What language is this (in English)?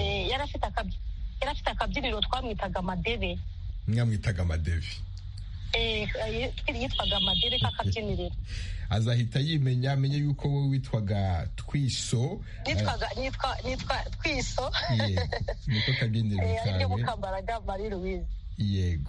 Kinyarwanda